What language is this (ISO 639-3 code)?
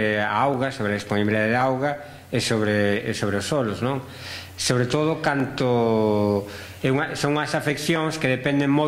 glg